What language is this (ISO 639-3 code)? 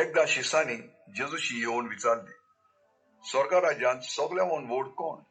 kok